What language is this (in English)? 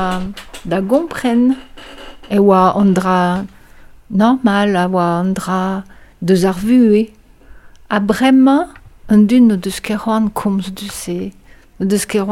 Breton